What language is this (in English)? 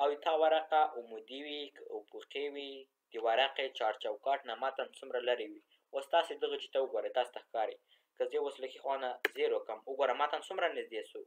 Pashto